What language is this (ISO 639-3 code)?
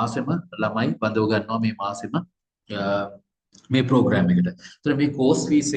sin